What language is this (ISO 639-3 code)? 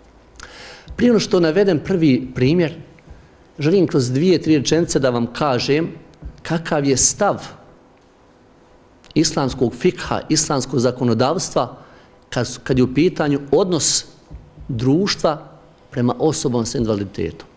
bos